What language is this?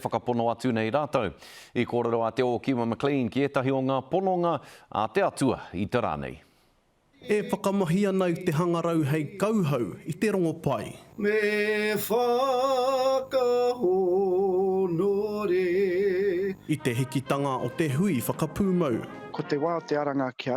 Māori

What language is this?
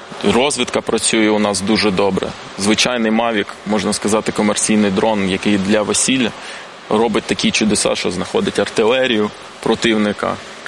Ukrainian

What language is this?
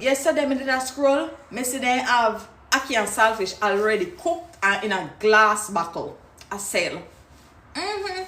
Jamaican Creole English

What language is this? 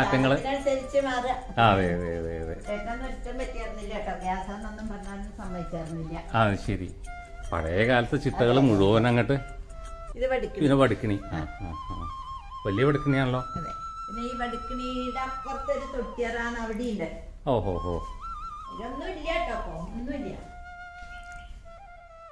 Malayalam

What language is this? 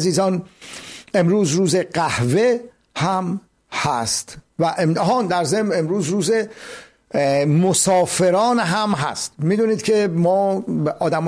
Persian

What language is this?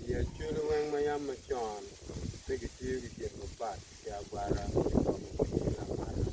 Acoli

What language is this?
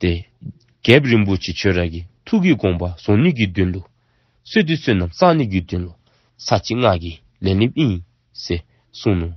Dzongkha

